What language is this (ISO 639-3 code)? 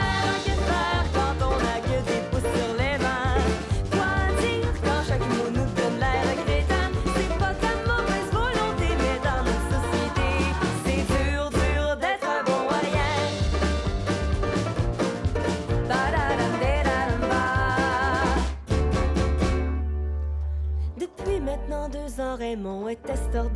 fra